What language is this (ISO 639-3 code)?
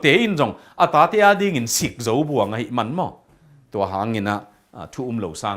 ctd